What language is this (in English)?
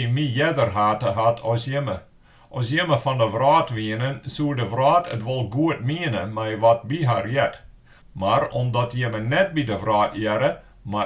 Western Frisian